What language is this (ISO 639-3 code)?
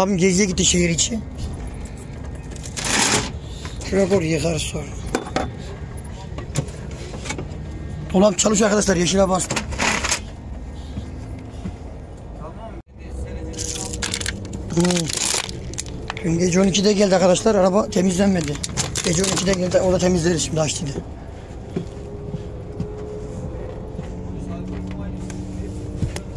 tur